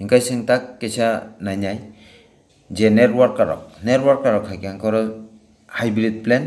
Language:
Kok Borok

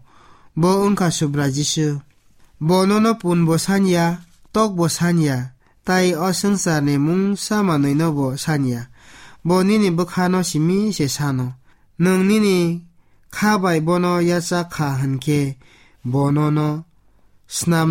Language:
Kok Borok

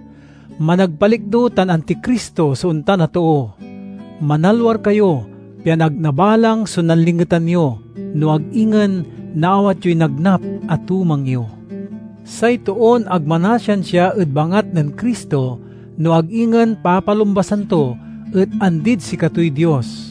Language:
Pangasinan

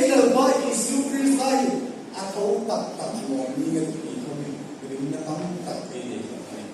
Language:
Hmar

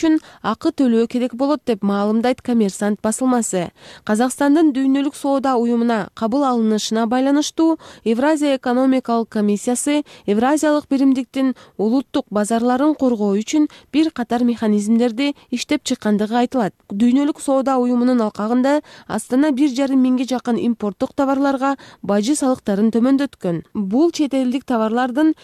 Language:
Kyrgyz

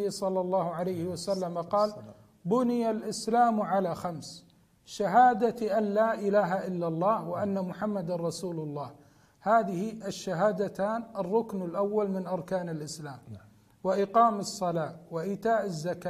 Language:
Arabic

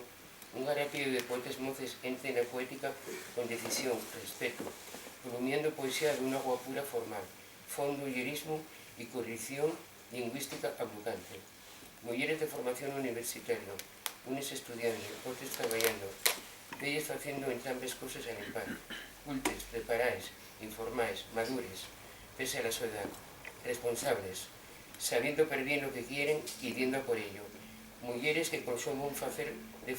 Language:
Asturian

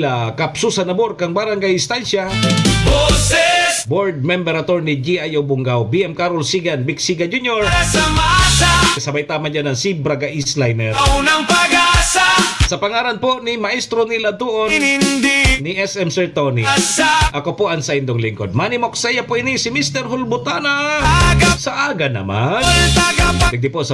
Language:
Bikol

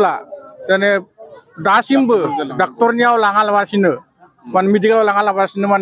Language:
Bodo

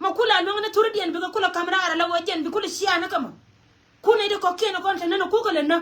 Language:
Nuer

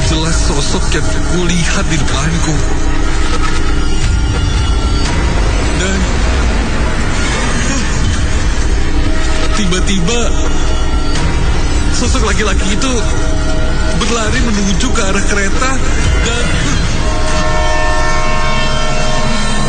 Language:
Indonesian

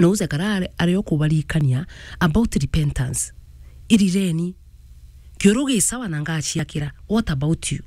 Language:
Meru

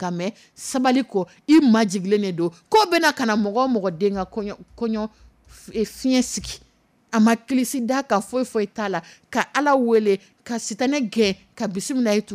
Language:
Dyula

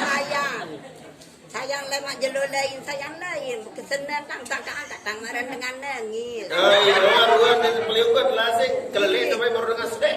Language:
Sasak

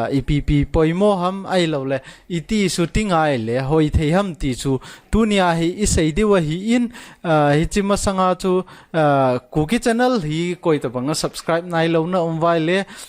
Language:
Thado Chin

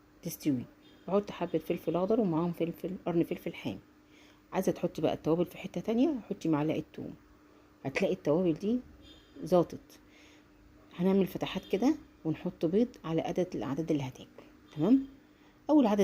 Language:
Egyptian Arabic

